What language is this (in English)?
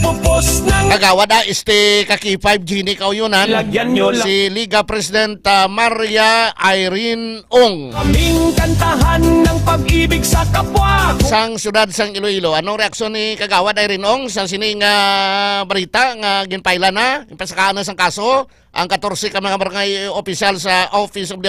Hiligaynon